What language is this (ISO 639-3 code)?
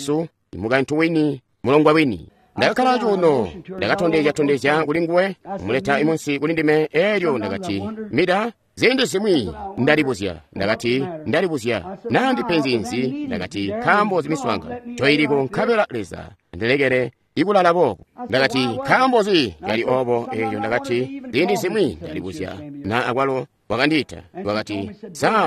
toi